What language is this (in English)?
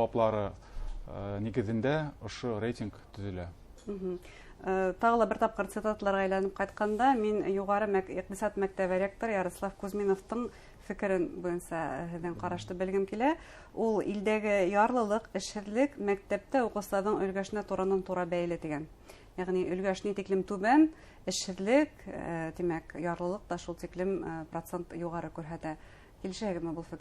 Bashkir